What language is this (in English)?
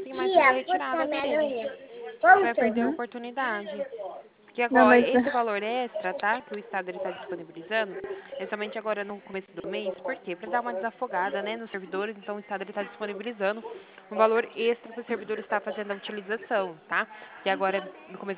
Portuguese